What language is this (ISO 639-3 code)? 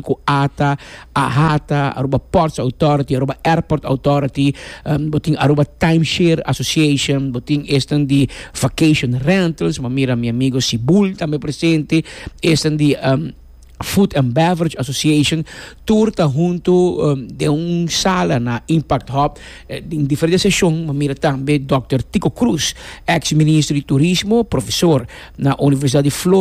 pap